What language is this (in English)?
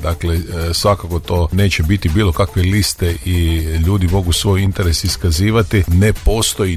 Croatian